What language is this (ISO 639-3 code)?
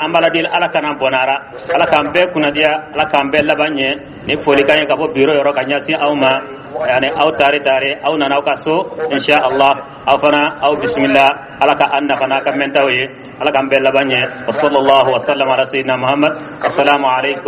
dyu